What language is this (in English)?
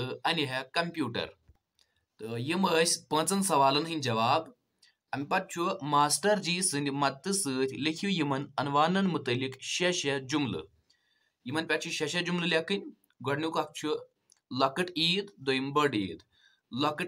Kashmiri